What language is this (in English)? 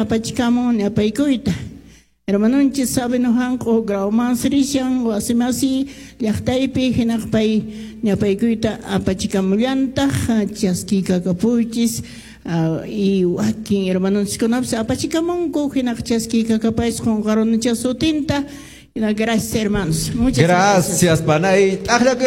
Quechua